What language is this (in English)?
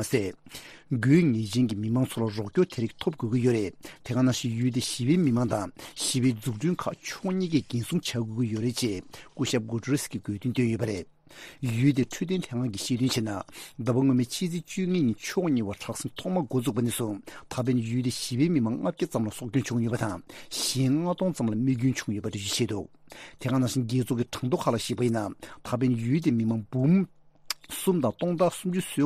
Tibetan